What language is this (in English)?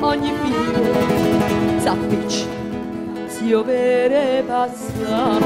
Neapolitan